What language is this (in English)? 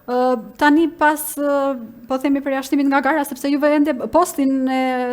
Albanian